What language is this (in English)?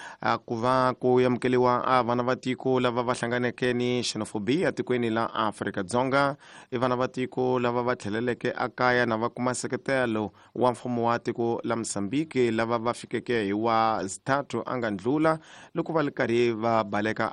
Tsonga